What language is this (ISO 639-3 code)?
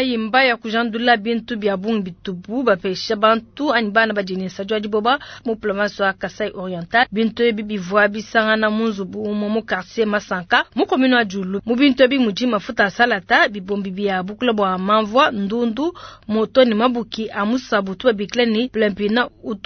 lua